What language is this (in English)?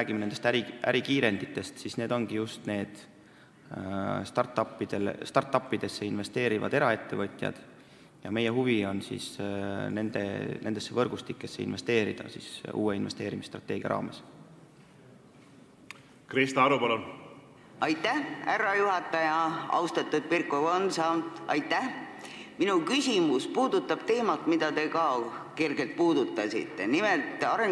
Estonian